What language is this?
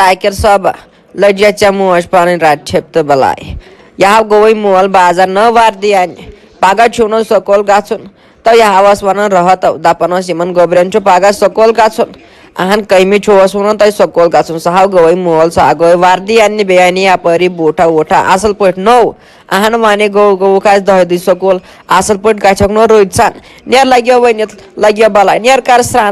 Kashmiri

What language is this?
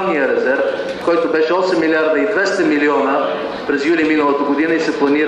Bulgarian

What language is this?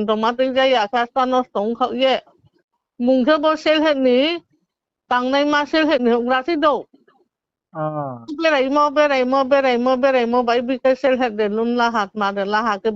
Riang (India)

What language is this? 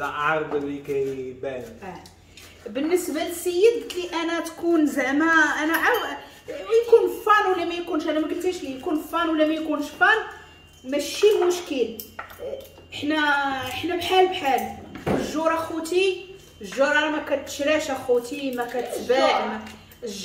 Moroccan Arabic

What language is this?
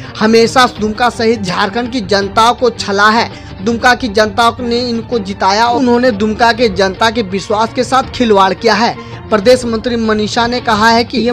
Hindi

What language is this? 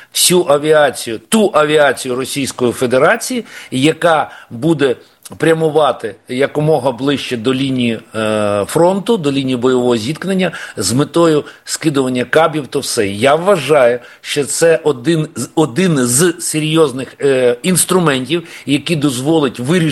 Ukrainian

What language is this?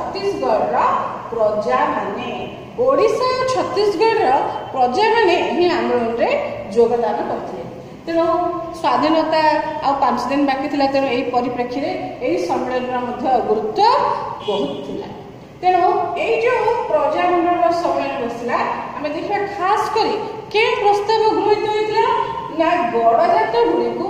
Odia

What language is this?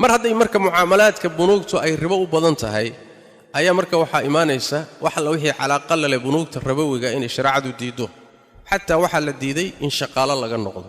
Somali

